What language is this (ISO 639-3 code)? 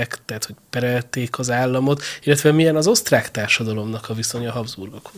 hun